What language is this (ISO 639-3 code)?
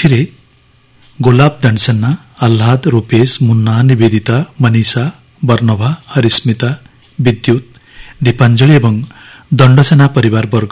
ori